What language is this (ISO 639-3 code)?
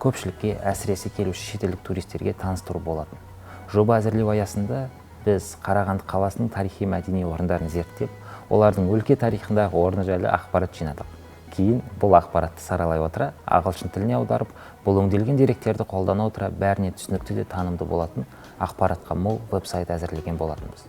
kaz